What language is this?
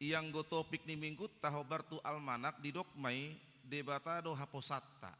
Batak Toba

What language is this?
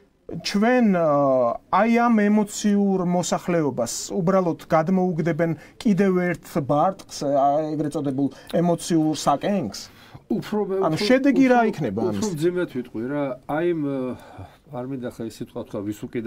Georgian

